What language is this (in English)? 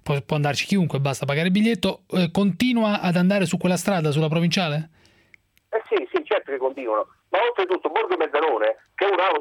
Italian